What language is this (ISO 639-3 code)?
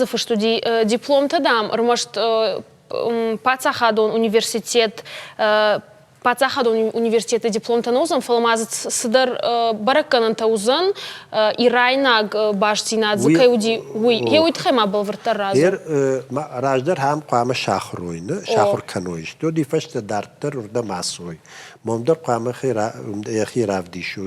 oss